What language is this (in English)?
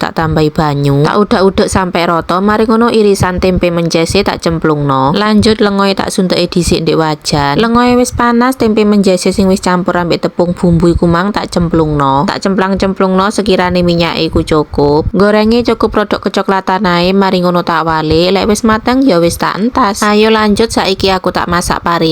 Javanese